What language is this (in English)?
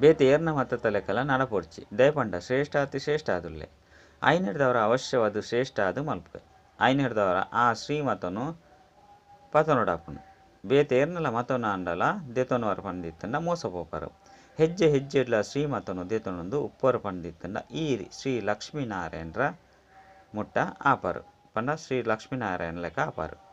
Tulu